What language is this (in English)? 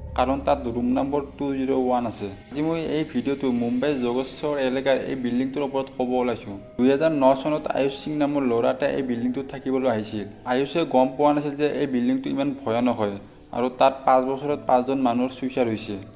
Assamese